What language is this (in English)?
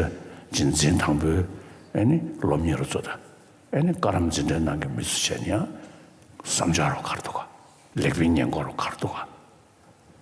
Tibetan